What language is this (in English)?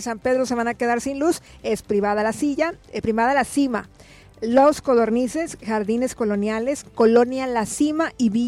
Spanish